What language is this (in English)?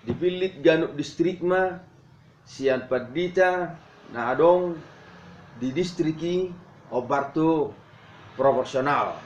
Batak Toba